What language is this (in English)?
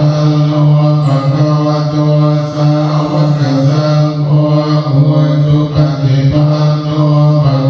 Pali